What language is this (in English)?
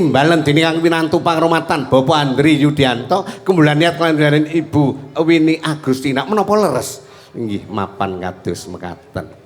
Javanese